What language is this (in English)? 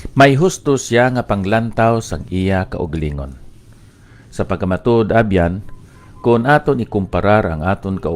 Hiligaynon